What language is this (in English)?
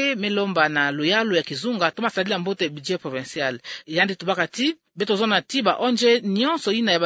Kituba (Democratic Republic of Congo)